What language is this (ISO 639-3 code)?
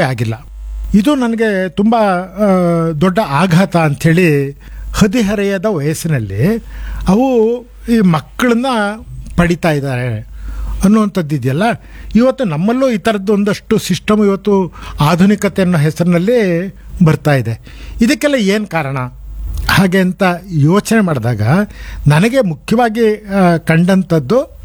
kan